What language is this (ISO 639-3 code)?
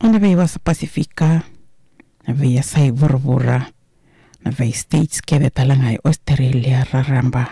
fij